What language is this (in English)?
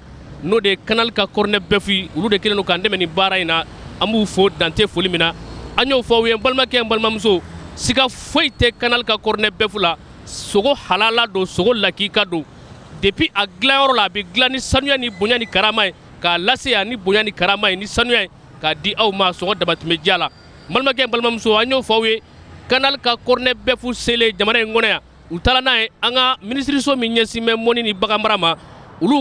Bambara